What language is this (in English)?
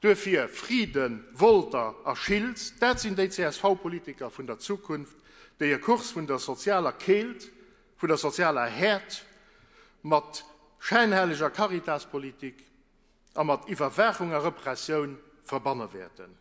Luxembourgish